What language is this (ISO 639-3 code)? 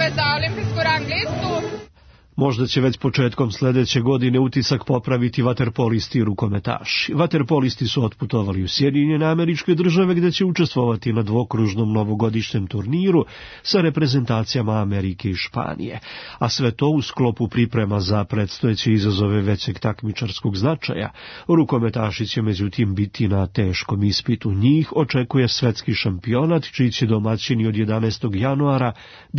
srp